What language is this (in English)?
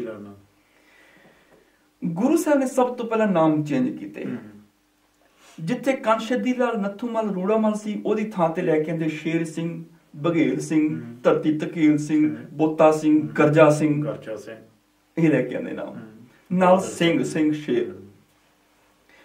Punjabi